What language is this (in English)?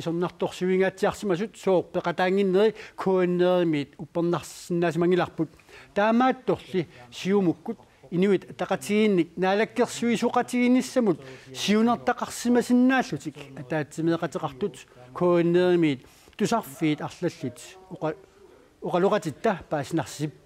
Kalaallisut